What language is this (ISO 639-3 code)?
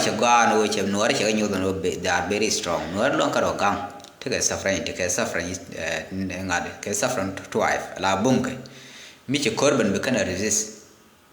nus